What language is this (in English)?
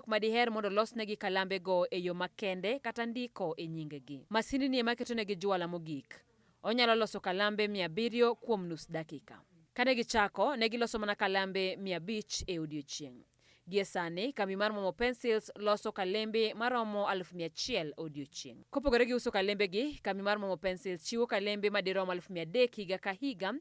Luo (Kenya and Tanzania)